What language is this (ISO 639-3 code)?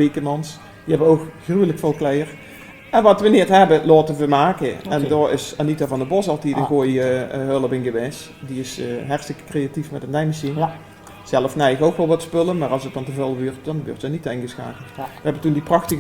lim